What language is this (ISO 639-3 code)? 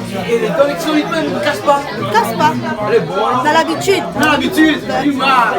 rcf